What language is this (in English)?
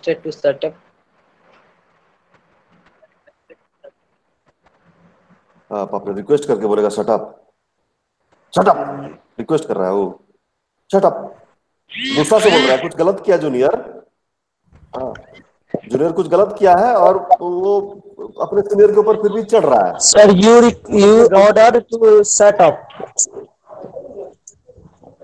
Hindi